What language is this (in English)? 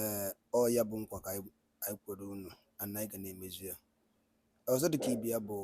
Igbo